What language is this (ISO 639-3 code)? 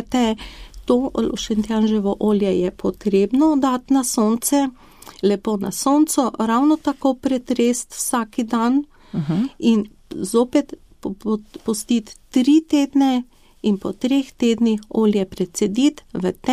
slv